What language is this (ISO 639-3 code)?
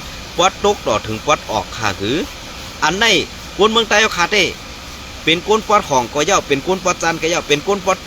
shn